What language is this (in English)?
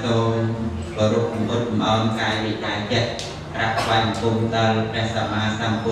Khmer